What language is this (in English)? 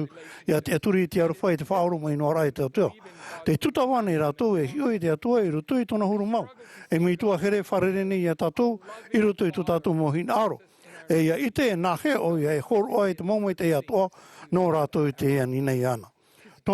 Tahitian